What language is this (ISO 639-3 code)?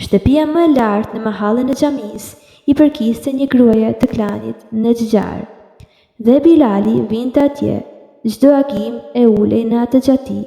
sqi